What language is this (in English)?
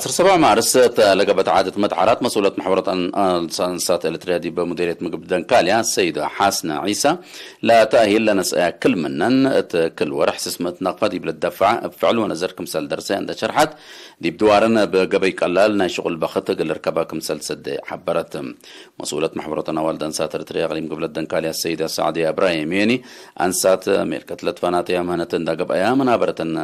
Tigre